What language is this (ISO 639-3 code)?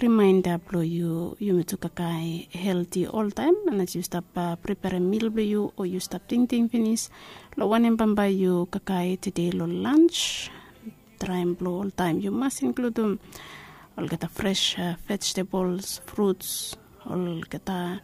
bis